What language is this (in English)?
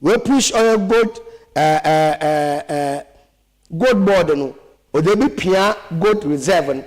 Akan